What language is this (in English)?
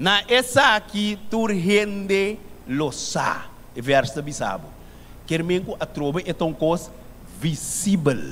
Papiamento